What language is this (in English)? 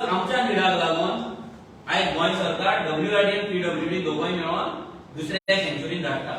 Konkani